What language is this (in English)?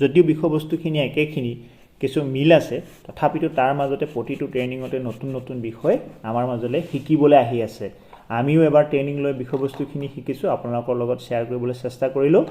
Assamese